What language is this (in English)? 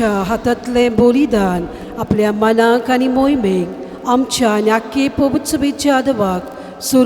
Konkani